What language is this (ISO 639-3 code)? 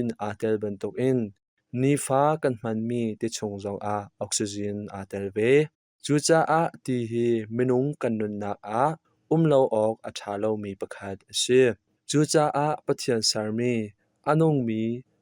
cnh